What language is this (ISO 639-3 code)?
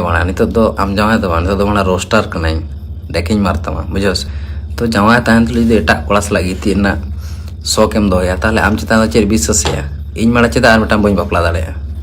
sat